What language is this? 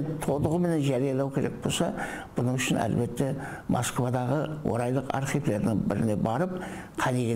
Kara-Kalpak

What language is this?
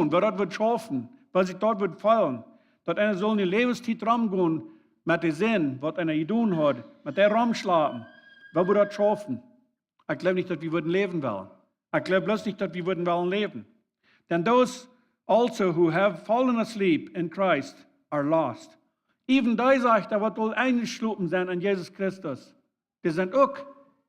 Plautdietsch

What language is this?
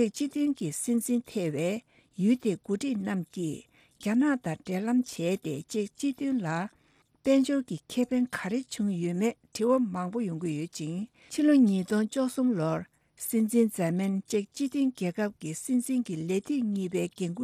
Tibetan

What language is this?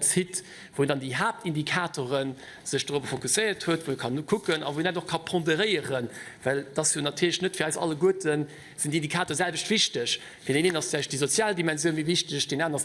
Luxembourgish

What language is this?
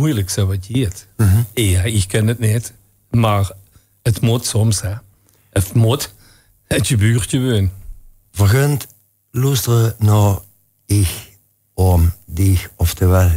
Limburgish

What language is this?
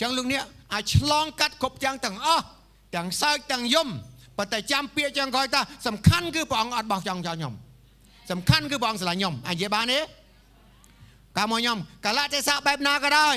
Khmer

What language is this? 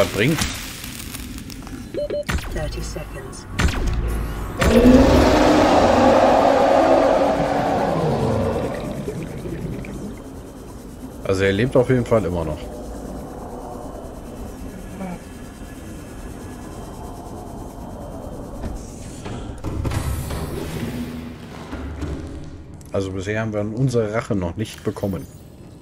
German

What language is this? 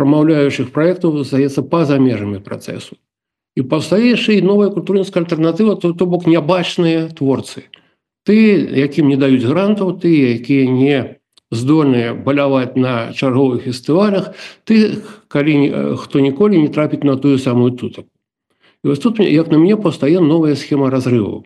Belarusian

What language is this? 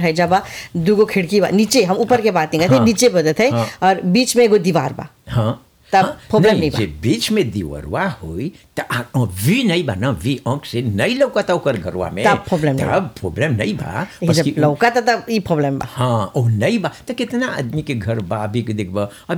Bhojpuri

